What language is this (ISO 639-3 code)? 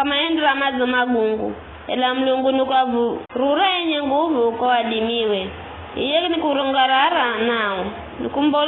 nyf